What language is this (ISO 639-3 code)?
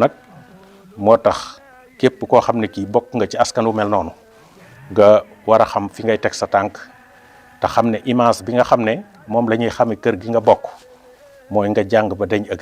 wol